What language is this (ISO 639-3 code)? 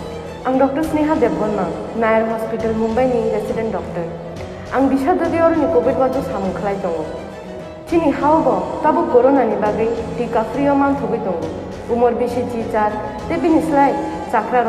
trp